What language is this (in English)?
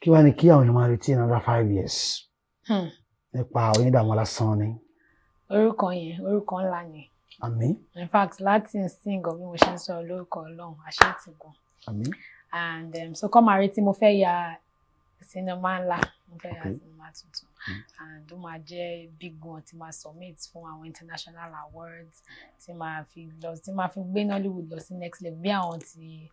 Yoruba